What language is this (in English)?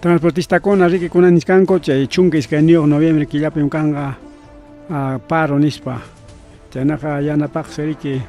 Ayacucho Quechua